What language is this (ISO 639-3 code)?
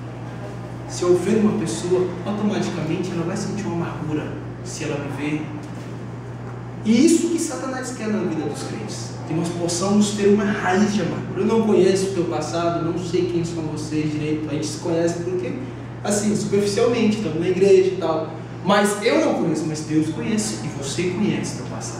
por